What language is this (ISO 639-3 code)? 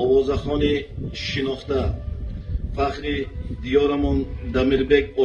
tgk